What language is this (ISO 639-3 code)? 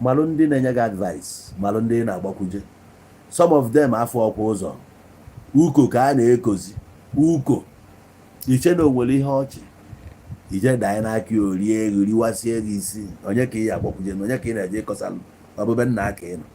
ibo